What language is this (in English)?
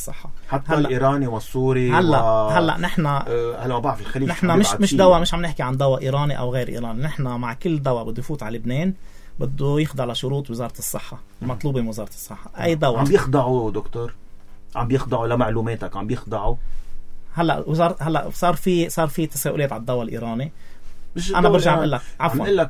North Levantine Arabic